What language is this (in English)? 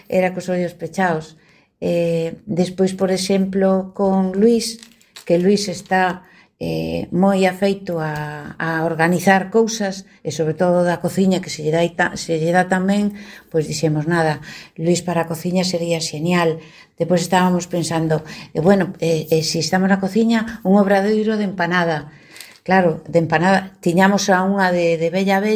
Galician